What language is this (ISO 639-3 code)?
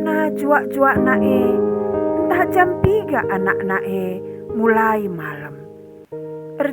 btx